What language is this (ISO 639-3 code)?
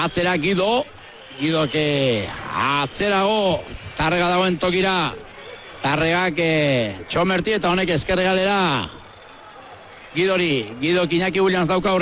eus